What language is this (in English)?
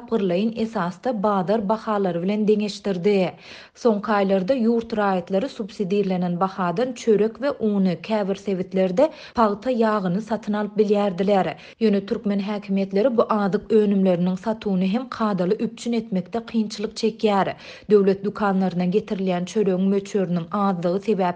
Turkmen